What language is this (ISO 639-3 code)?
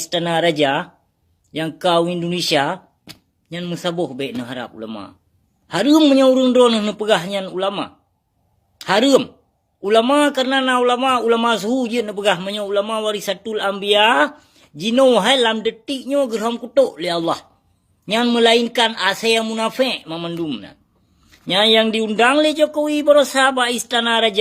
ace